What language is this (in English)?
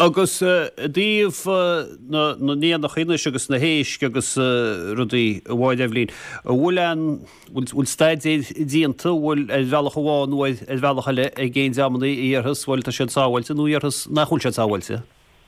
Irish